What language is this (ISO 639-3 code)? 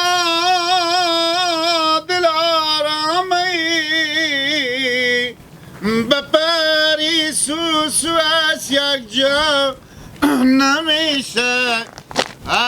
haz